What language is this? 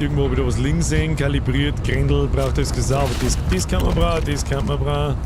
Bavarian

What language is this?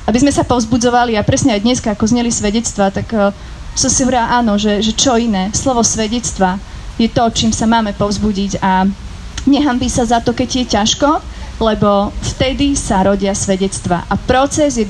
Slovak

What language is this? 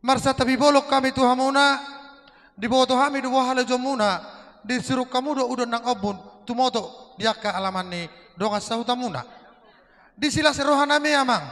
Batak Toba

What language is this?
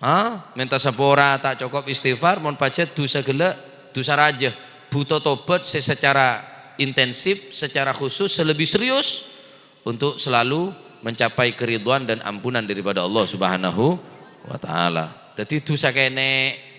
Madurese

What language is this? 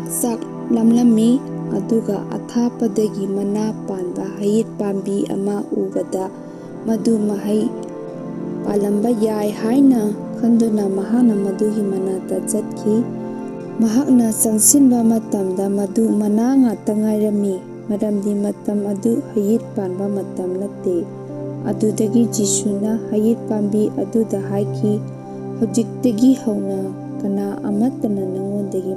Manipuri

